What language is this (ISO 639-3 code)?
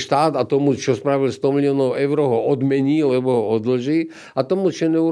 slk